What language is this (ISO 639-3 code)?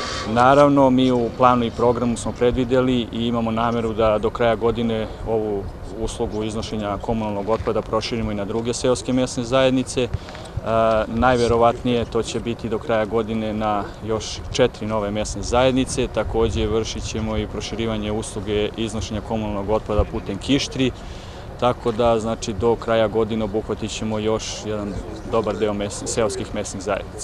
srp